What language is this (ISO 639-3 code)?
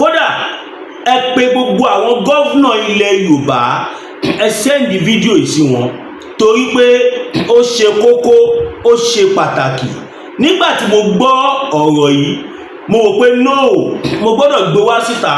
yor